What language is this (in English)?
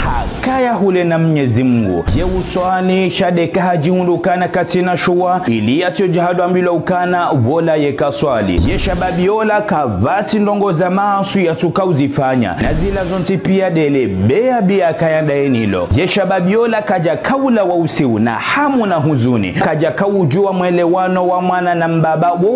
Ngazidja Comorian